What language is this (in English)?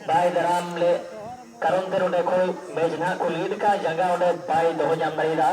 Santali